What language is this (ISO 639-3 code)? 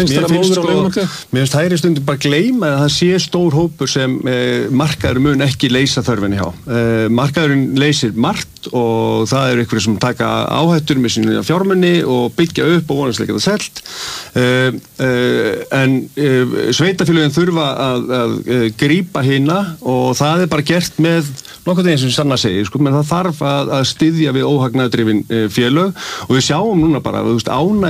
isl